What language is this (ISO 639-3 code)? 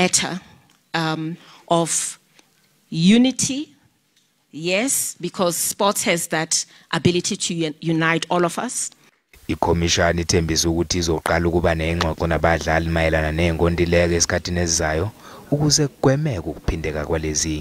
zul